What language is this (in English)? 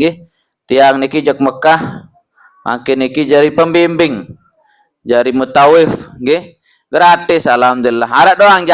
Sasak